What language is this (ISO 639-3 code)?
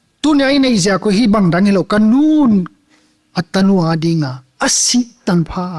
pck